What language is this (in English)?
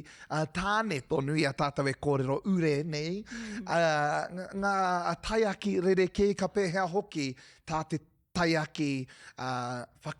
Māori